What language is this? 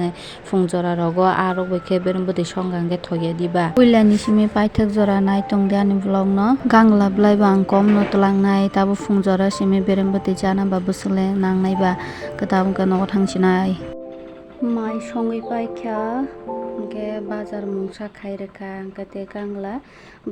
Kok Borok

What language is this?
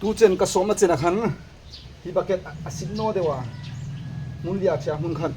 Hmar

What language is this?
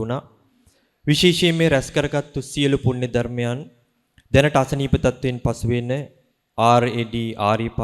Sinhala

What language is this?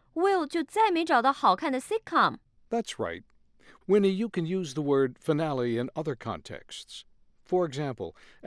Chinese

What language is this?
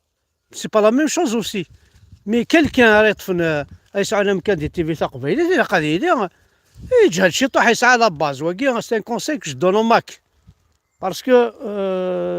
Kabyle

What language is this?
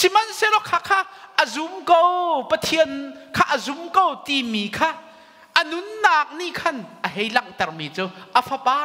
Hakha Chin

